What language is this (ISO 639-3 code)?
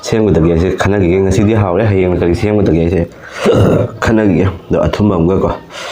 mni